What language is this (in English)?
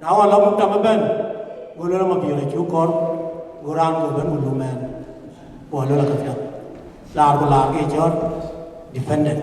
Dinka